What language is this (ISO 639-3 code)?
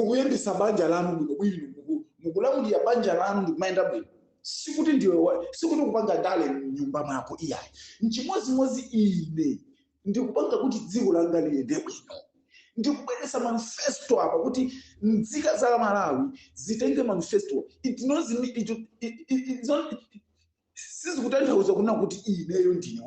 nya